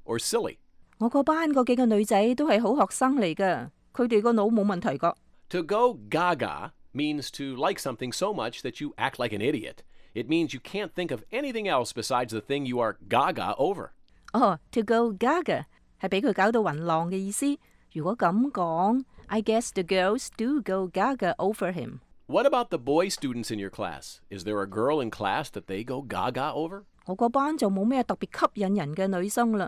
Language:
Cantonese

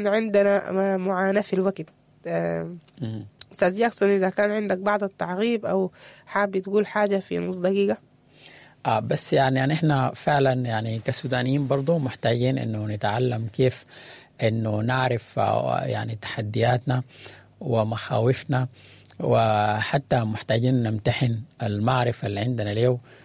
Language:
Sudanese Arabic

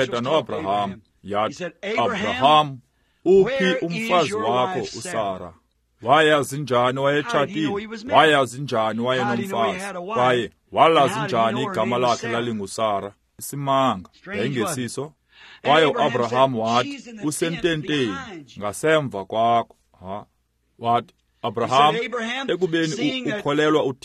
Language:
Xhosa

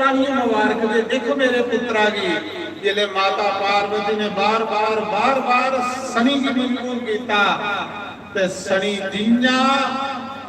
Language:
Dogri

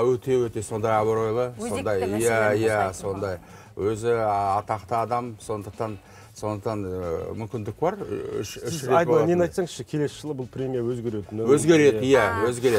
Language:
Kazakh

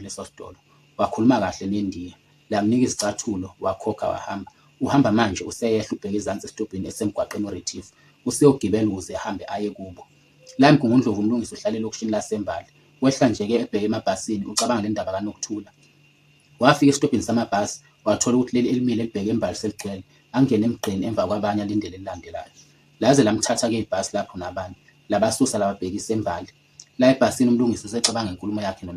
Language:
Zulu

